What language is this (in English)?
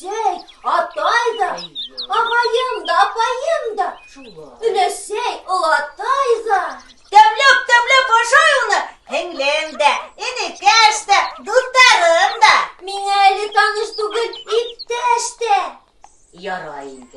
Bashkir